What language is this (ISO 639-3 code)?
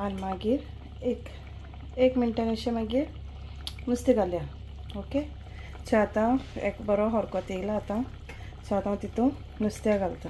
kok